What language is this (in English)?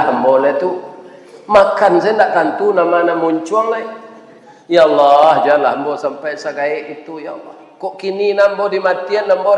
Minangkabau